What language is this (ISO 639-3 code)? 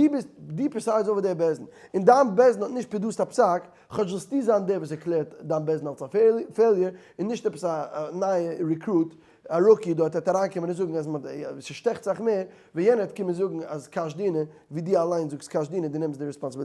yid